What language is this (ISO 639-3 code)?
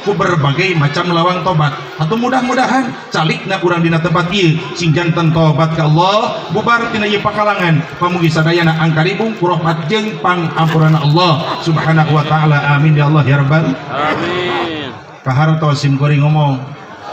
sun